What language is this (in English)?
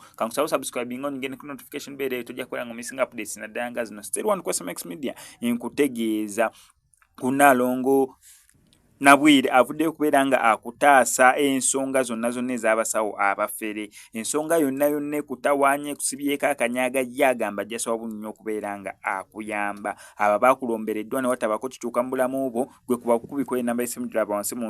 Ganda